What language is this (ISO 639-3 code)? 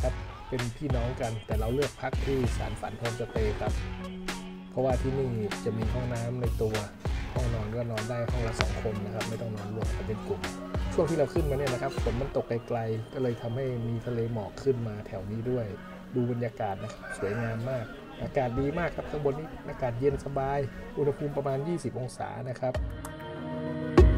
tha